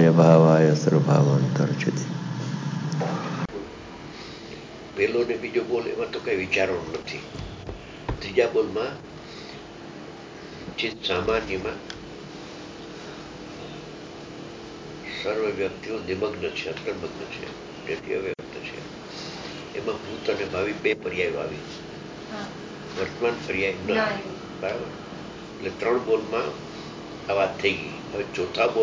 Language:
Gujarati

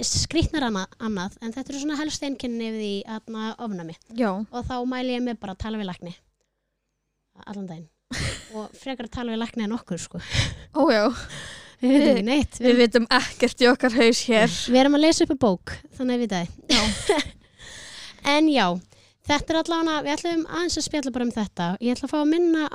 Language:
Icelandic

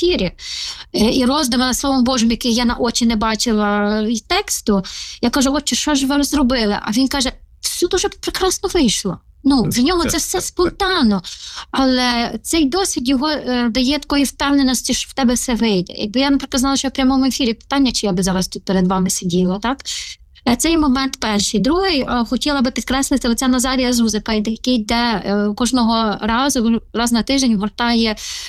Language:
Ukrainian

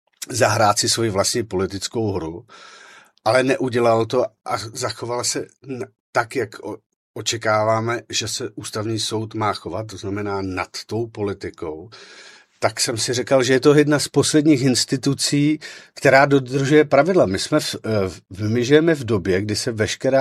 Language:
Czech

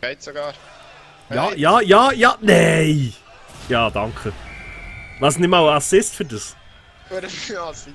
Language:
Swiss German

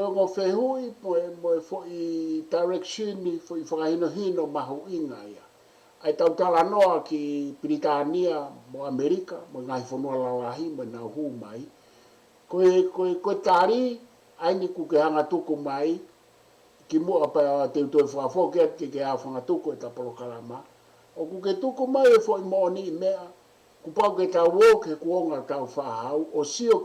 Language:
Tongan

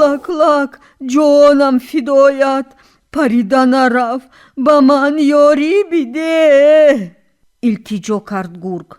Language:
Tajik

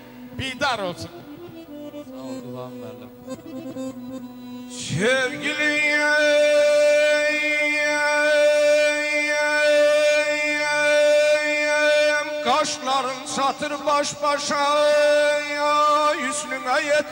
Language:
Azerbaijani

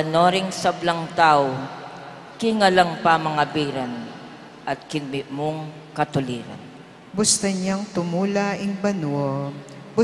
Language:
Pampanga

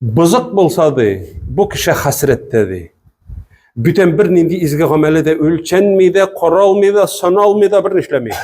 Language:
Tatar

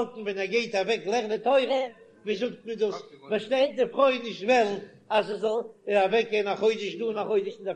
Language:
Yiddish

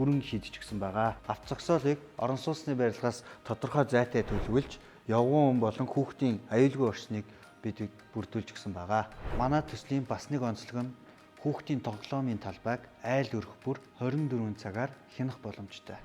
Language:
Mongolian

